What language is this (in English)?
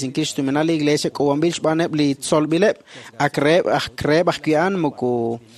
Kekchí